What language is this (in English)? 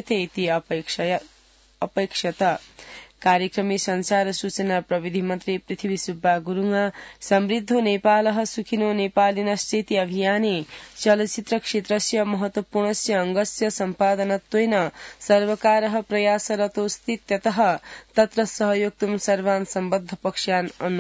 Sanskrit